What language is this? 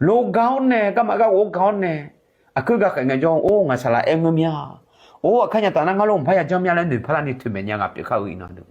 Akha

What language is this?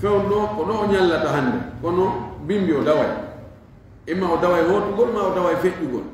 Fula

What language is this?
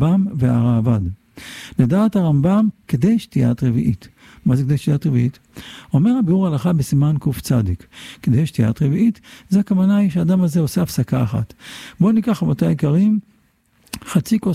Hebrew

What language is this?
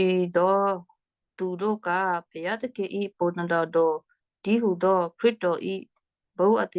Western Kayah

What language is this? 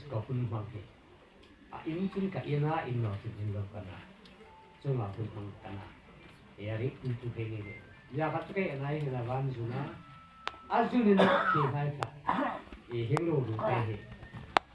Hmar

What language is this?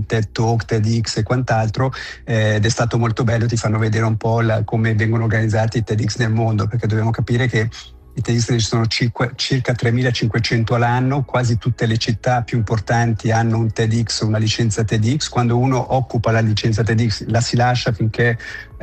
Italian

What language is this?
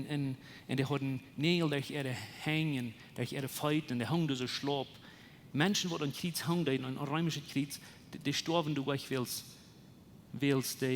Plautdietsch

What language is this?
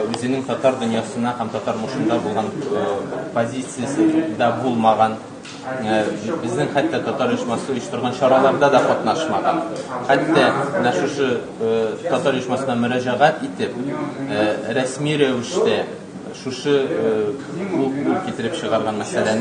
Tatar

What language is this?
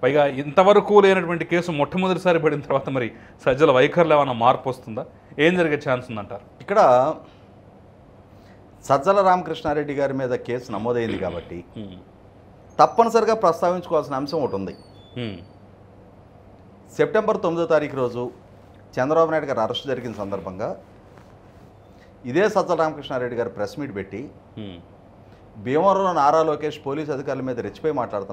Telugu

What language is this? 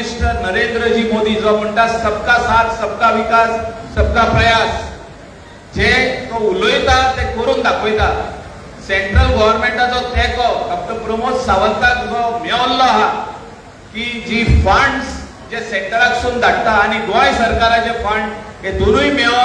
Konkani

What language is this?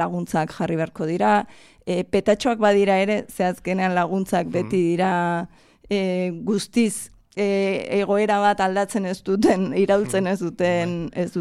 Basque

